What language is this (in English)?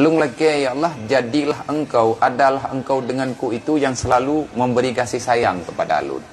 Achinese